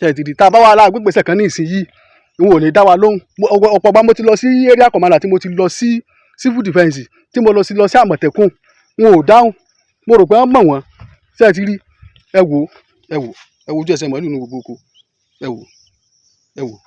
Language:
Yoruba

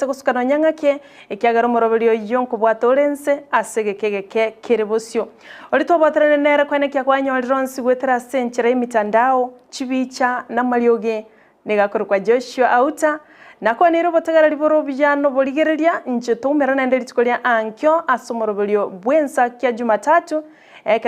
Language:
Gusii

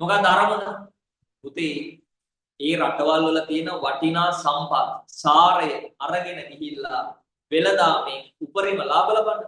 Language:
Sinhala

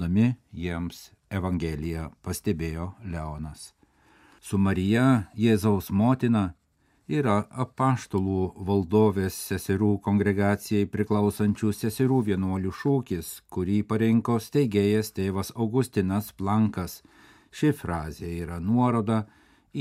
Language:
Lithuanian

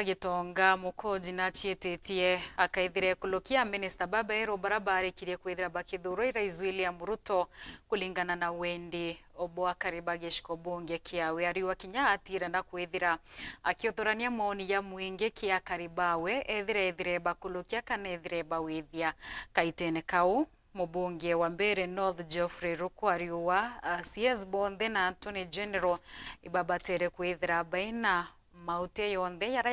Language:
Meru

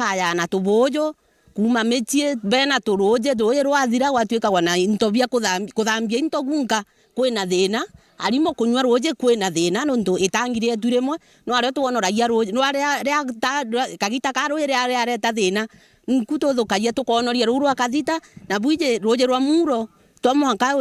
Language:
Meru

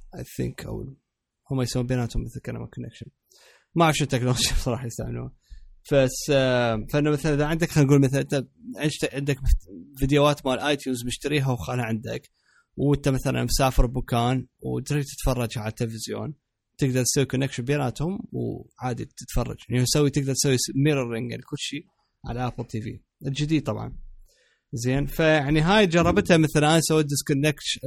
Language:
Mesopotamian Arabic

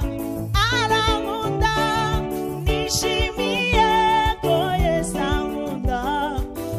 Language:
Kinyarwanda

